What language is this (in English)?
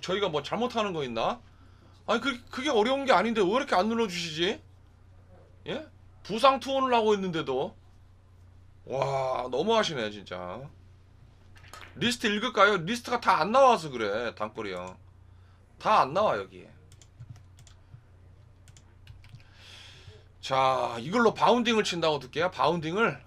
Korean